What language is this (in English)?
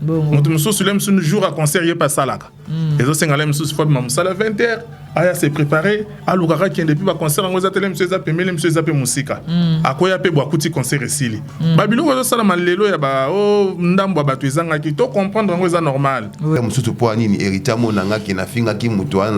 Lingala